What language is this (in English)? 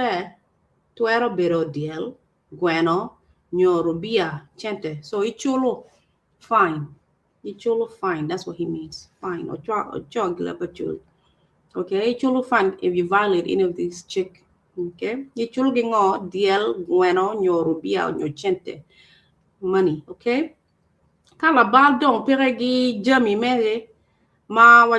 Acoli